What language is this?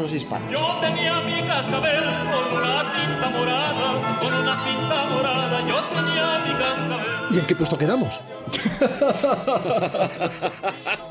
Spanish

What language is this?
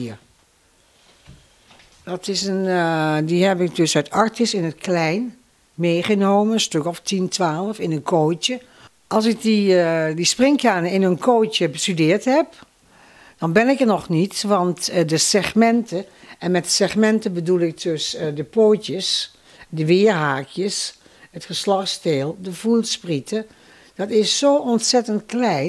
Dutch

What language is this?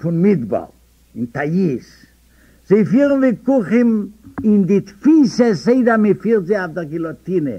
Yiddish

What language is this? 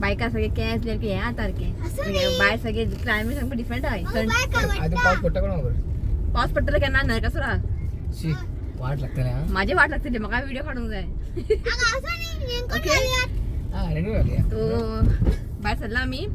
Konkani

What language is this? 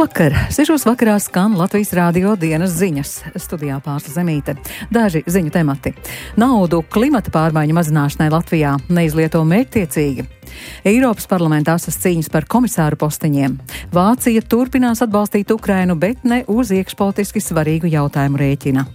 Latvian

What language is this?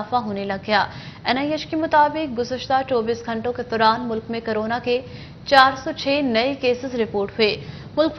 Urdu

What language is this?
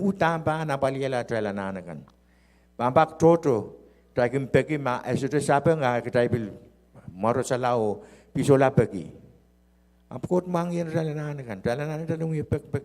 Pohnpeian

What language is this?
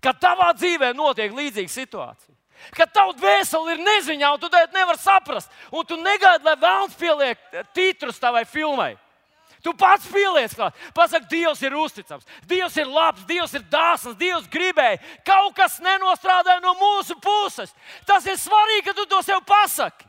Latvian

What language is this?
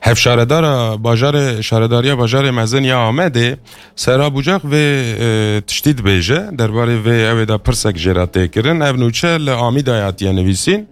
Kurdish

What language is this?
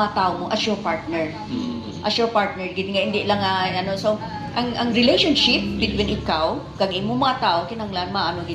Hiligaynon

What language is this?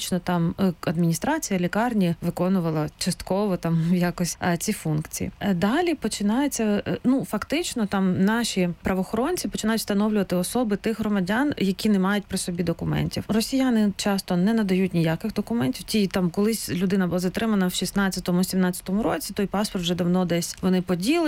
Ukrainian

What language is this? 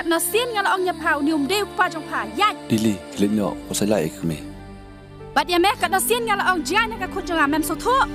Khasi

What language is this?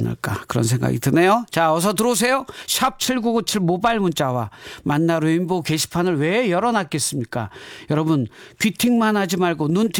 Korean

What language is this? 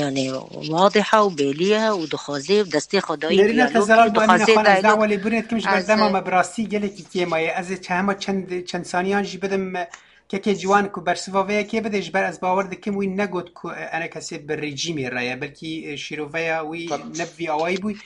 Kurdish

